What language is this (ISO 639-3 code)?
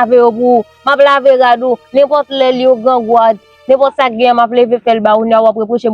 hat